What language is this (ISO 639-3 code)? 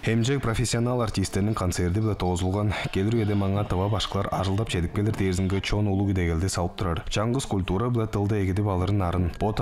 tyv